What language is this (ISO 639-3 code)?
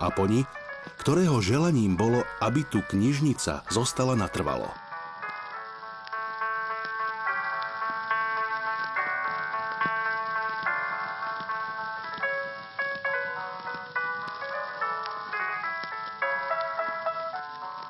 slk